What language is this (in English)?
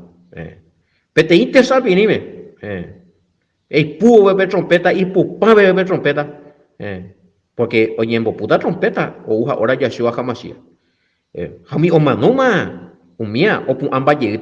Guarani